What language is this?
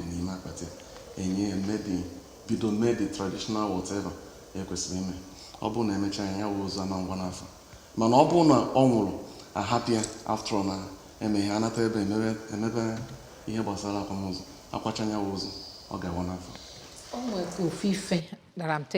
Igbo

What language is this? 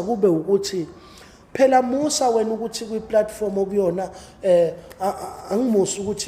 Zulu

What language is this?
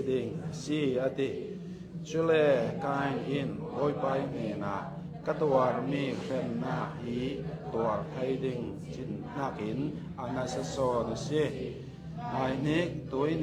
Hakha Chin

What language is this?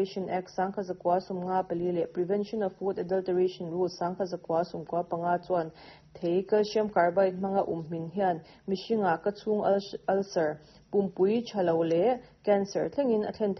Mizo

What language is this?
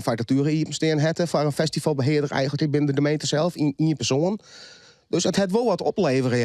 Western Frisian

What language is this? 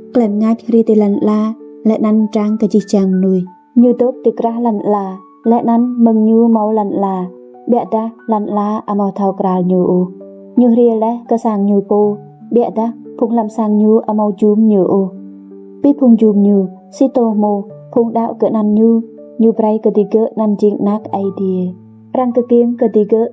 Rade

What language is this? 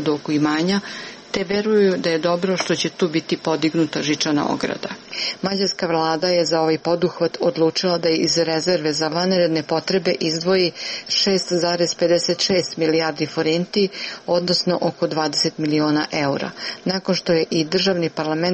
Serbian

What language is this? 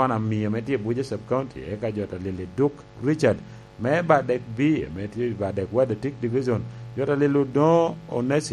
Lango (Uganda)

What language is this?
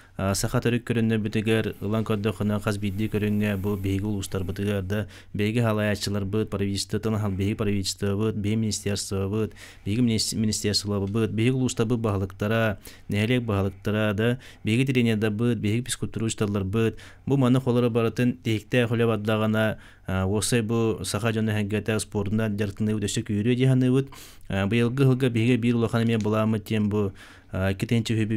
Yakut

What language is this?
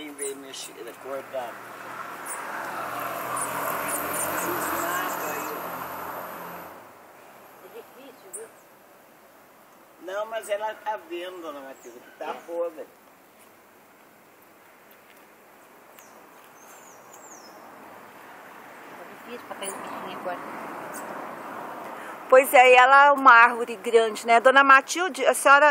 Portuguese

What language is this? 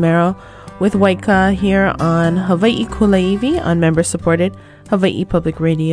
Hawaiian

